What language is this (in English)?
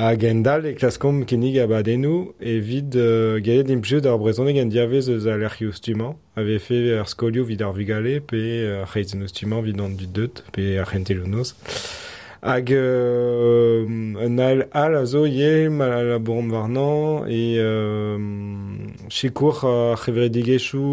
Breton